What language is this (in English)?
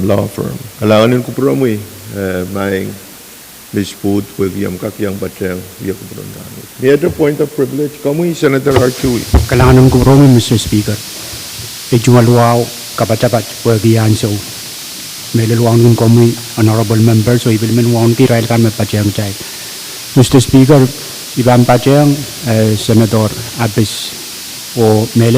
Pohnpeian